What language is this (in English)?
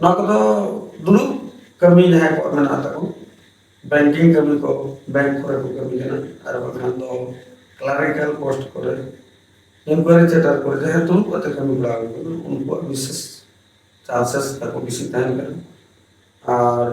Santali